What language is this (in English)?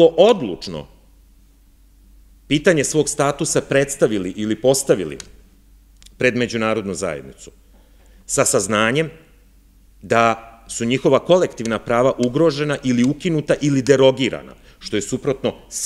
Serbian